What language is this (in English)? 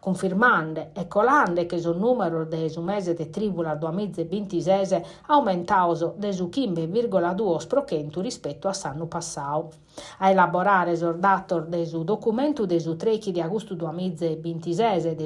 Sardinian